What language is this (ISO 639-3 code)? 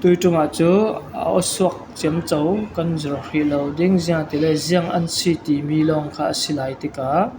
cfm